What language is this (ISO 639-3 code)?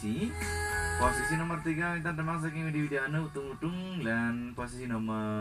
ban